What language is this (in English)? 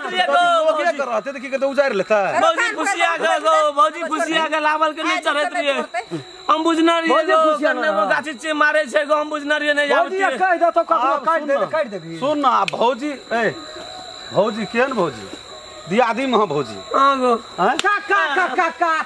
Maithili